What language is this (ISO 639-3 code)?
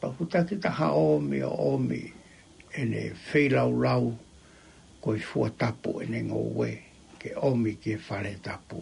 ton